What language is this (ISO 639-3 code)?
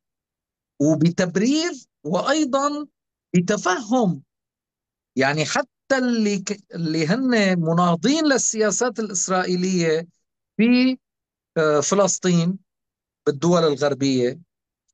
apc